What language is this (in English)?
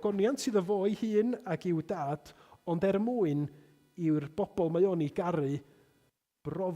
Welsh